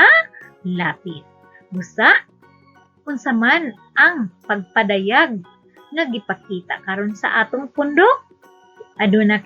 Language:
Cebuano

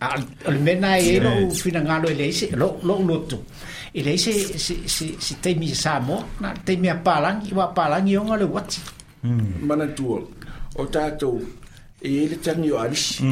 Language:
Samoan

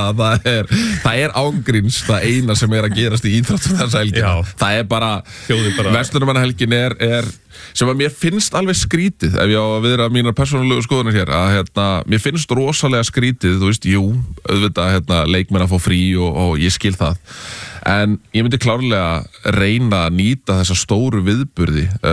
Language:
Icelandic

